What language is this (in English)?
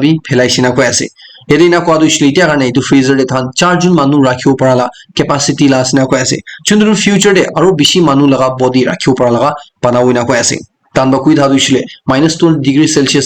Naga Pidgin